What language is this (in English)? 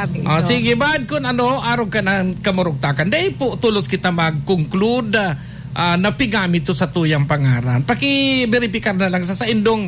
Bikol